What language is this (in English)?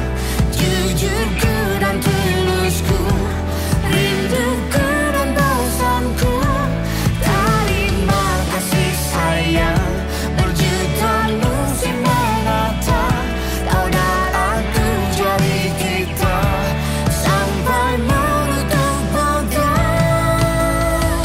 Indonesian